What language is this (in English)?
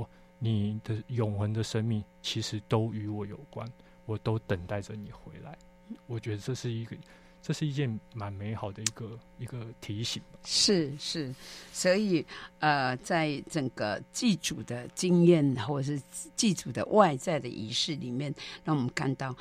Chinese